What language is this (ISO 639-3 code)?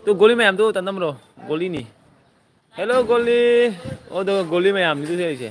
mni